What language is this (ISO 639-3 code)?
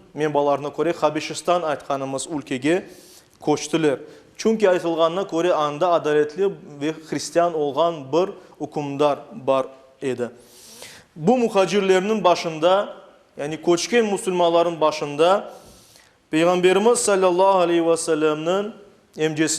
crh